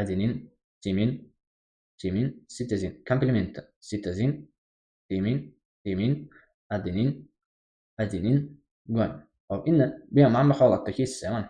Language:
Uzbek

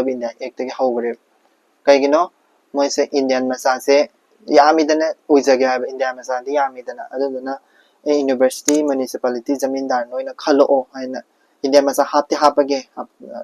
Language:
Manipuri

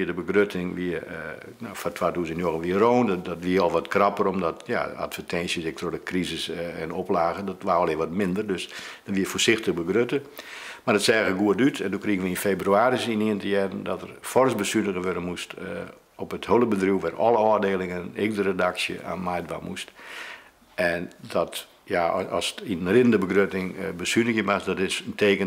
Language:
Western Frisian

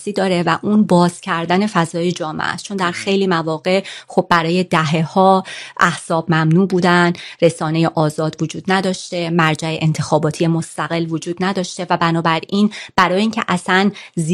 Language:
Persian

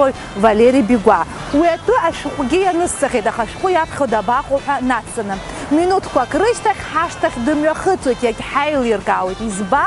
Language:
Abkhazian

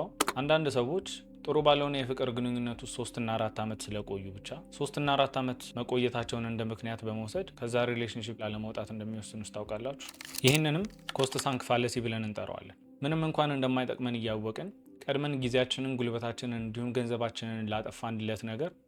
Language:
Amharic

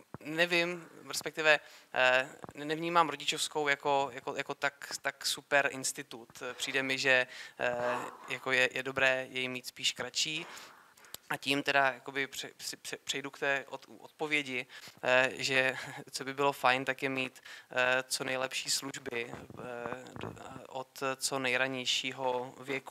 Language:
Czech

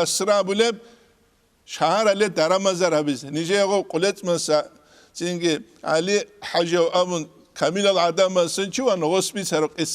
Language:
Avaric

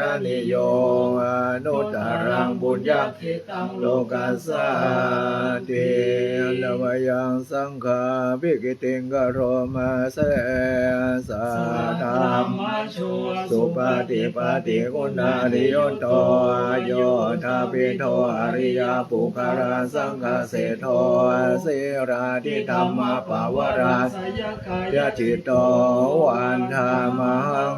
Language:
Pali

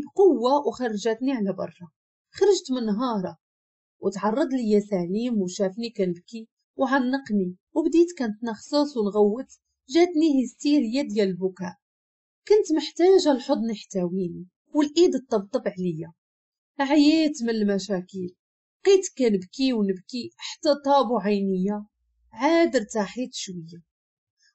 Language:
Moroccan Arabic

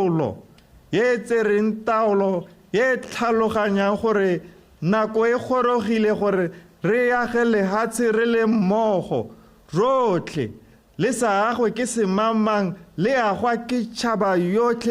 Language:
Tswana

